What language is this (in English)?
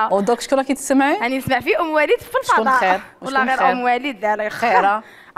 Algerian Arabic